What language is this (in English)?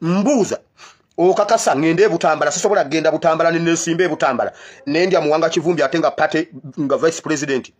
Ganda